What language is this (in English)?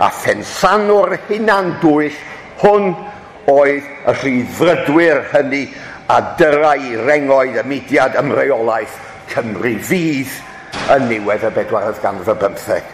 Welsh